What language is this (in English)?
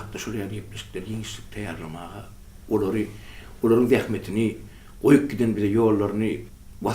Turkmen